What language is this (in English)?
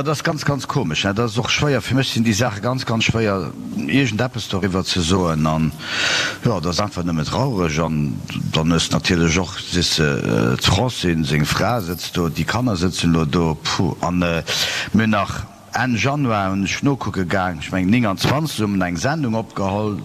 Luxembourgish